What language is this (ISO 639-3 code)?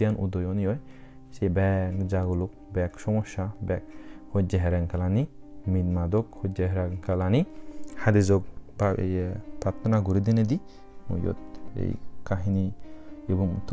ccp